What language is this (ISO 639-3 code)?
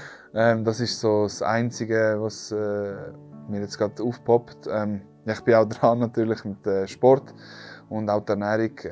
gsw